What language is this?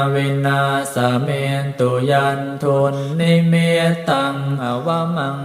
Pali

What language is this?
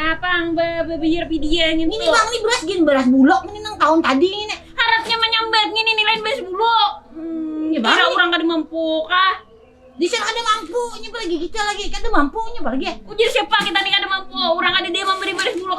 Banjar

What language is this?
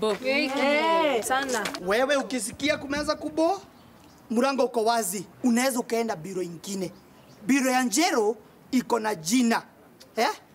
Swahili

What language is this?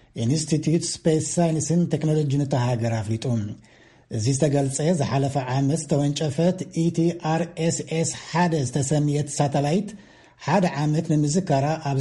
Tigrinya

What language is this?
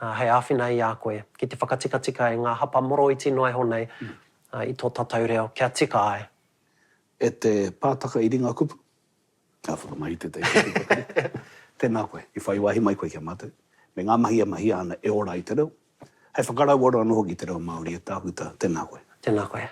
Māori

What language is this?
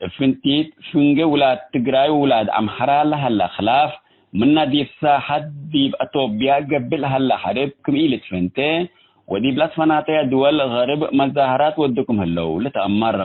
Tigre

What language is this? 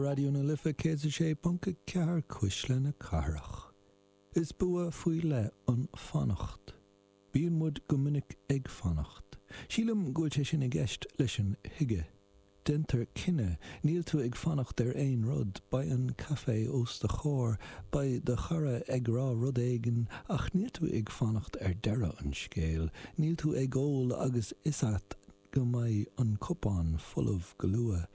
Irish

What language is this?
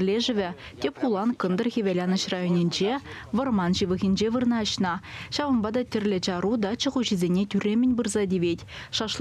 Chuvash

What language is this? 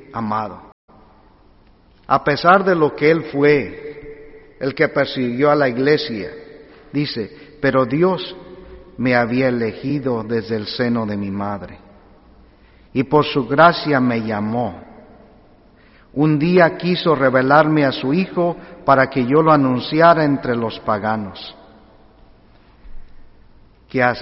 Spanish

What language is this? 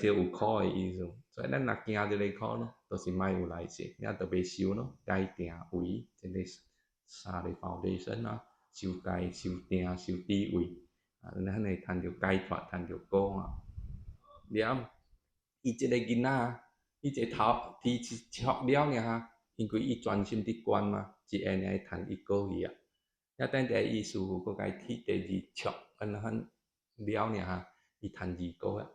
Min Nan Chinese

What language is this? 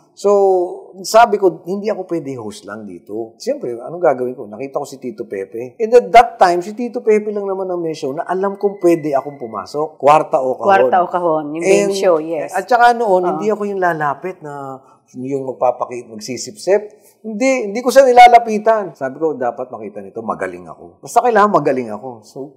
Filipino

